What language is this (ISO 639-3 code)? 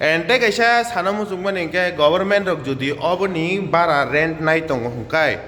trp